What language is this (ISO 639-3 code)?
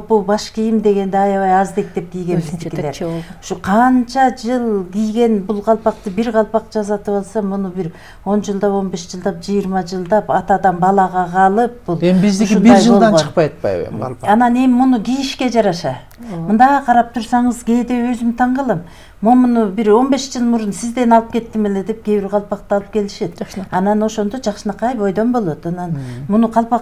kir